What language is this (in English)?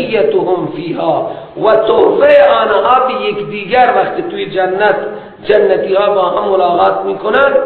Persian